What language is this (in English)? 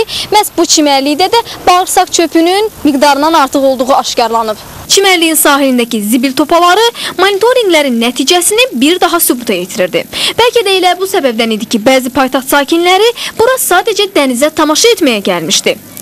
Azerbaijani